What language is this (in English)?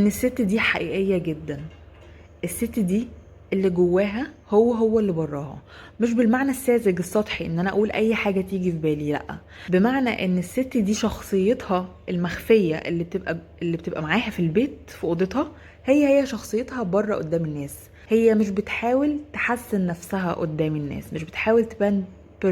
Egyptian Arabic